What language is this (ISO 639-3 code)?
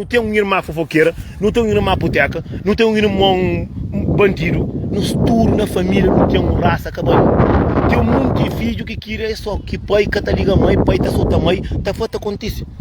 kea